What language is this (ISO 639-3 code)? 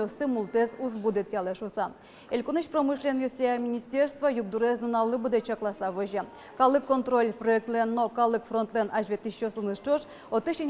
udm